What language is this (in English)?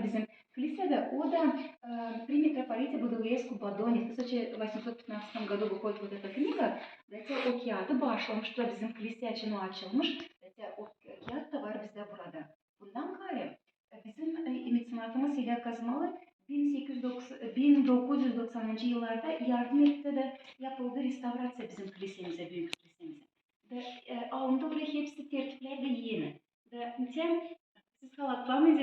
Gagauz